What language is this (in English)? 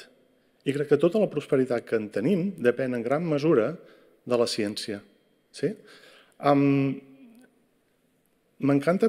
Catalan